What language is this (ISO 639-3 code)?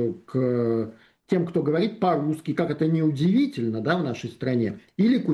rus